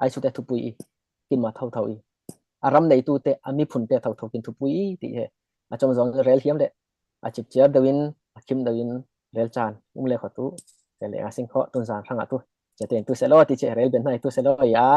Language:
Falam Chin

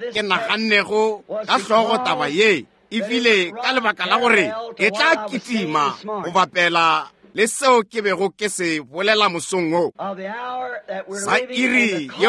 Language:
Northern Sotho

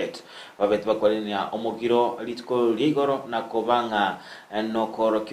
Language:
Gusii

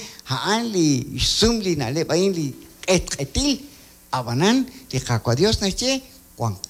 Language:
Kekchí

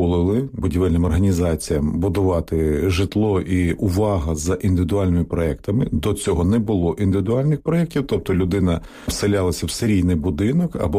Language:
Ukrainian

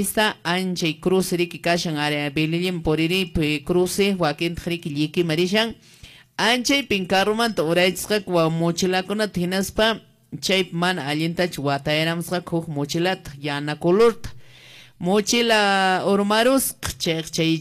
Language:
Quechua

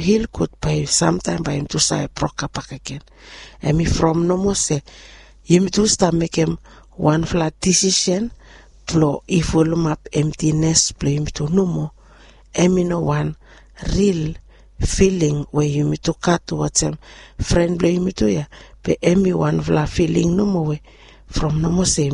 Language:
Bislama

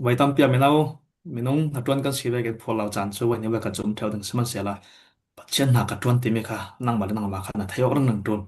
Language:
Falam Chin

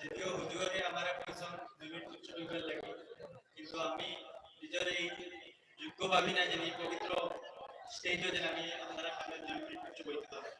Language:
Sylheti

